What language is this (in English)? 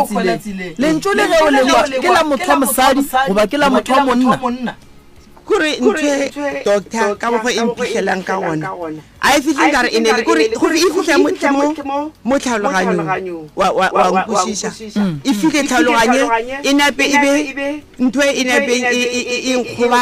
Northern Sotho